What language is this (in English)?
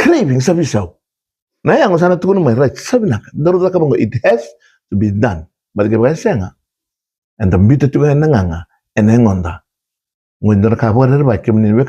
Fijian